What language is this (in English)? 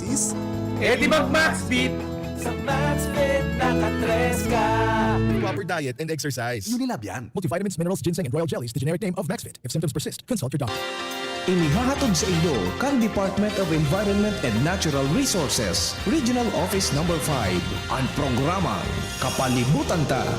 Bikol